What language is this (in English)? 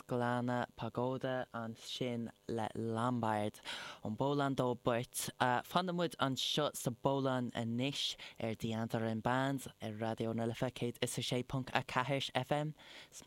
Irish